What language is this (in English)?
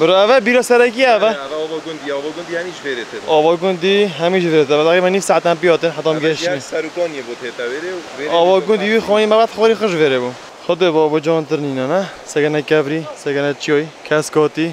Kurdish